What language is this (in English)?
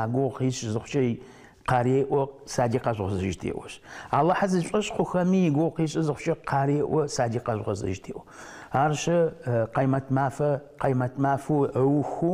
Adyghe